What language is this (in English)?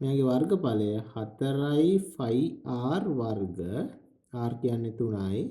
Sinhala